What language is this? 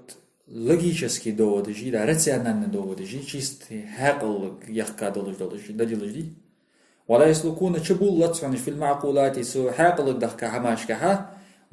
Ingush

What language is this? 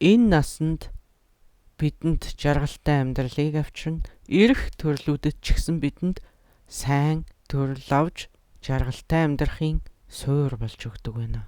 Mongolian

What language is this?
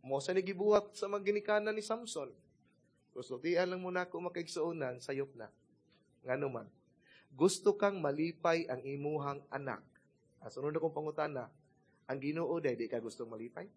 Cebuano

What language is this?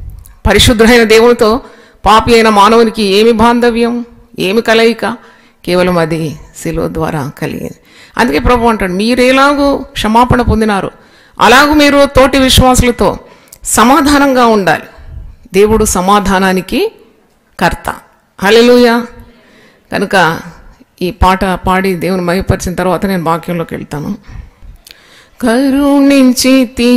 Telugu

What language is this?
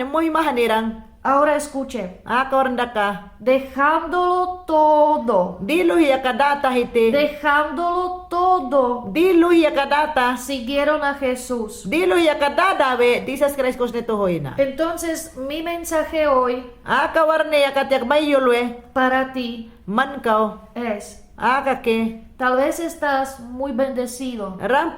Mayangna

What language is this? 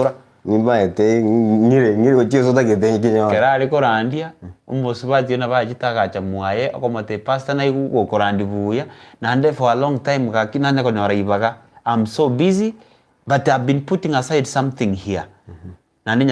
Gusii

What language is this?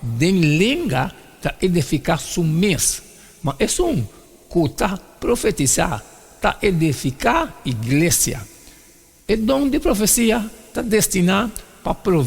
Papiamento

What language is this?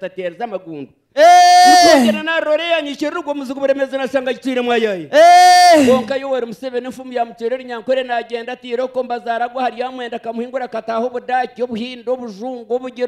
Nyankole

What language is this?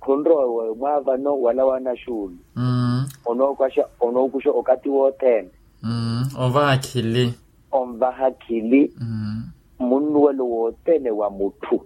Makhuwa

